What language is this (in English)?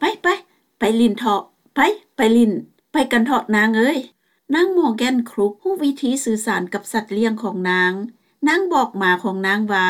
Lao